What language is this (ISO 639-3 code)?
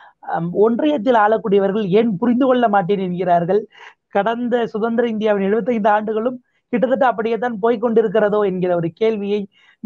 tam